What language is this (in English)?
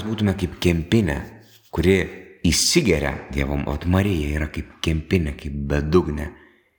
Lithuanian